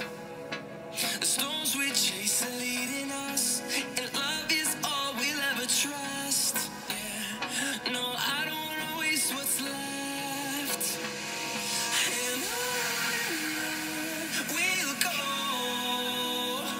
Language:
English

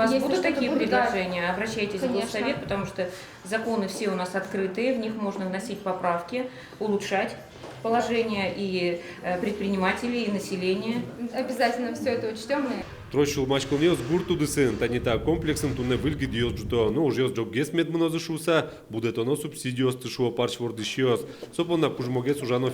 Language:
Udmurt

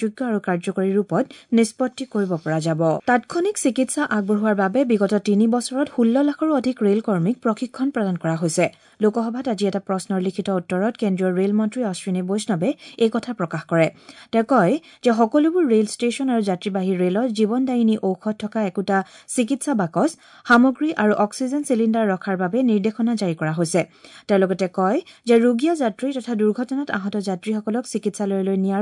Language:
Assamese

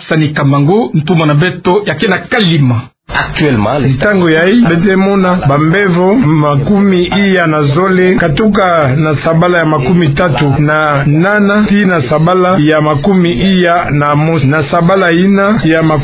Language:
Kituba (Democratic Republic of Congo)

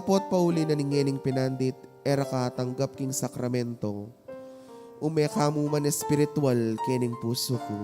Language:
Pampanga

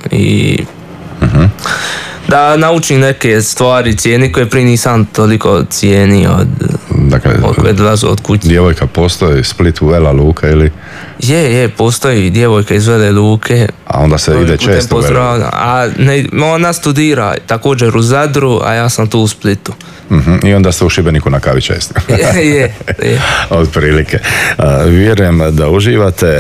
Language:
Croatian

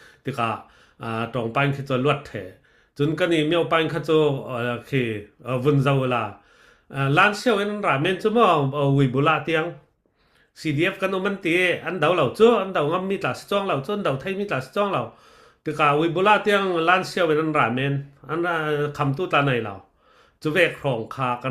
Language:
Falam Chin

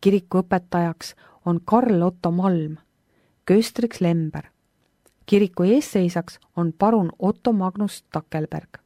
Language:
Estonian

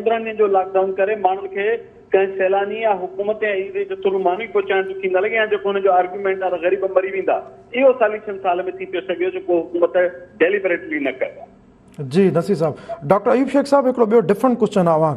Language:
Sindhi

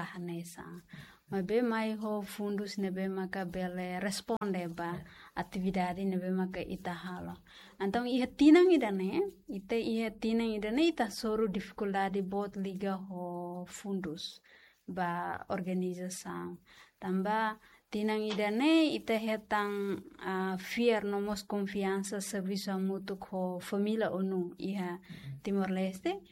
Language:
Tetum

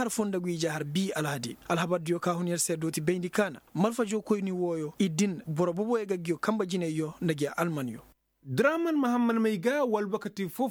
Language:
Koyraboro Senni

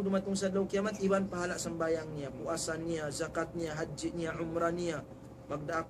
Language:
Tausug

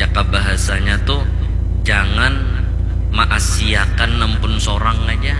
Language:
Banjar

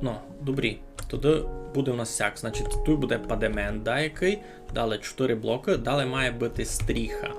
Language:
Rusyn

